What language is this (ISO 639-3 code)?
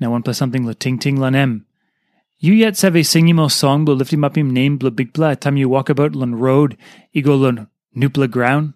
tpi